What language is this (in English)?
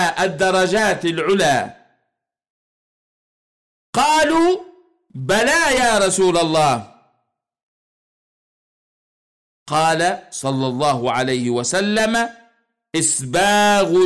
Arabic